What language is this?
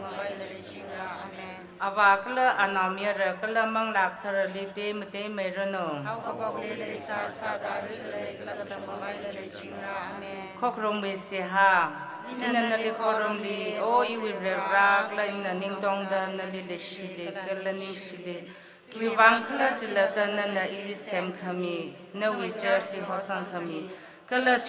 Tangkhul Naga (India)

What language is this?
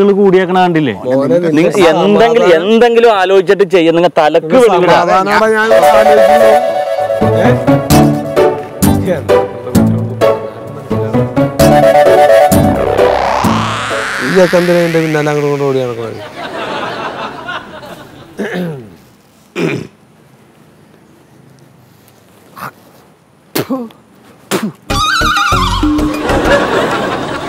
Malayalam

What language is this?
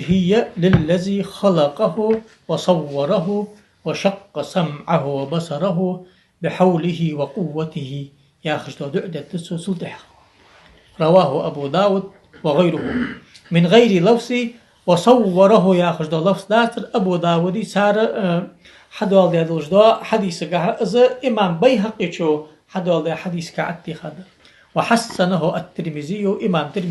Ingush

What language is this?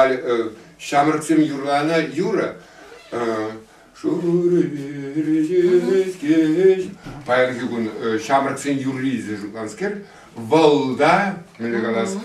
Chuvash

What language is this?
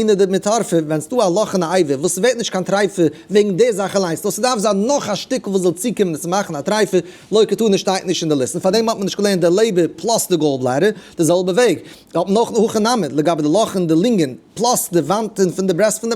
Yiddish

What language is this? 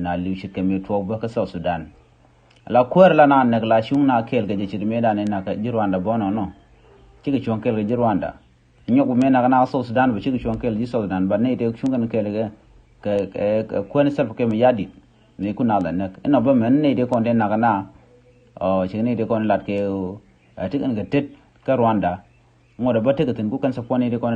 Nuer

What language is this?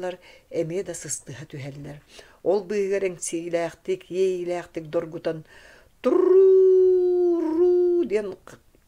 Yakut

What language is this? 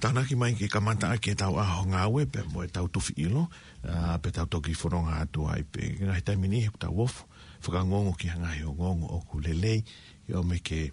Tongan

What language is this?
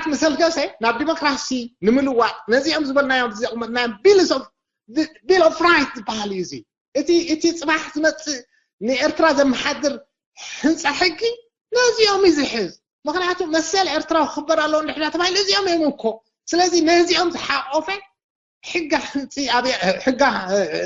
Tigrinya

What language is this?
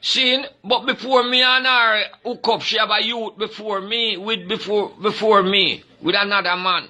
Jamaican Creole English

